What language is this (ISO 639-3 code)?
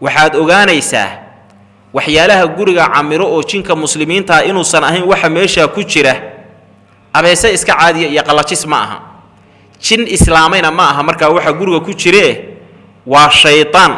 som